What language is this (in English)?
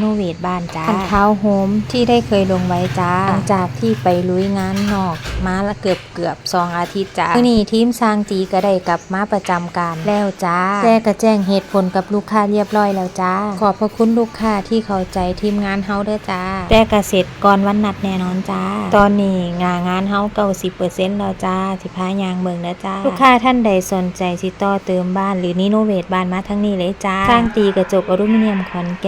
Northeastern Thai